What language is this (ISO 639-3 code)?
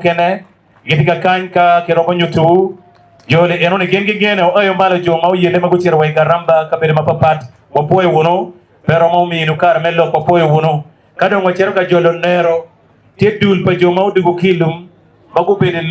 ach